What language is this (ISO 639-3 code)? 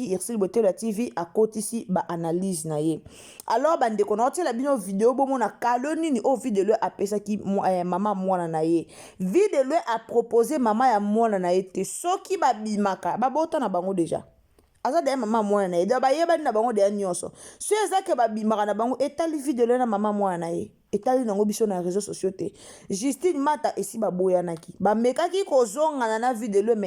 lin